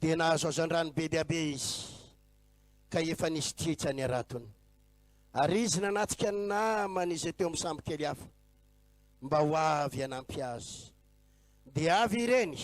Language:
Malagasy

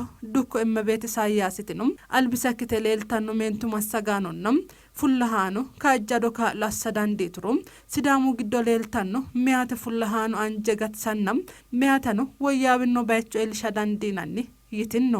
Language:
Sidamo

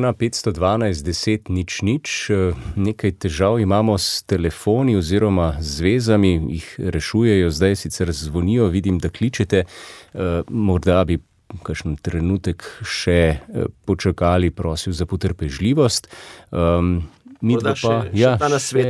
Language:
Slovenian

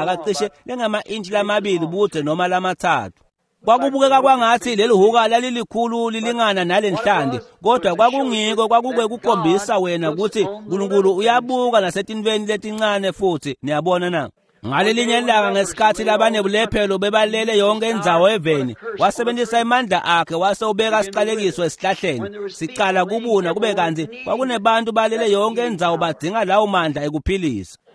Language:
Swati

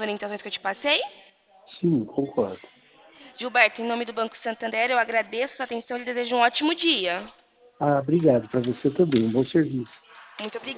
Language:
Portuguese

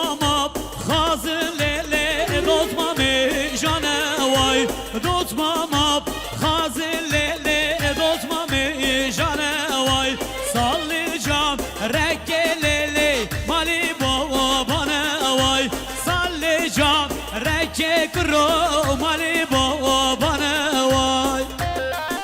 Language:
Kurdish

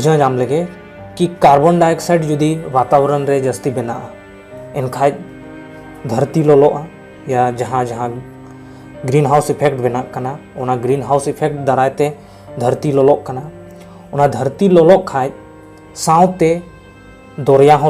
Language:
Santali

